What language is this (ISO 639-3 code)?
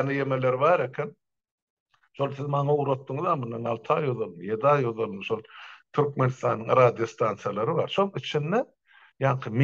tuk